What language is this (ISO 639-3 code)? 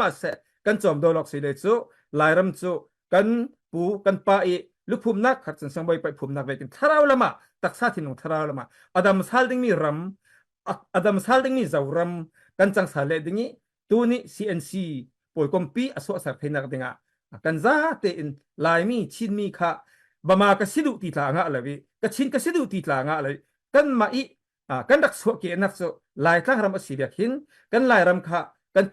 cfm